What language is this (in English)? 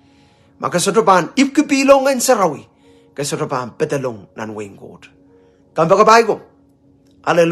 Pohnpeian